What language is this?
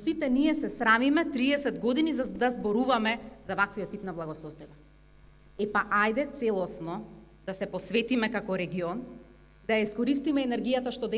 Macedonian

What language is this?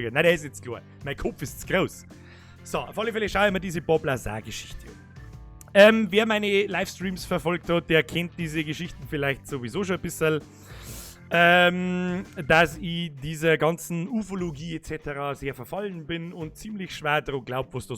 Bavarian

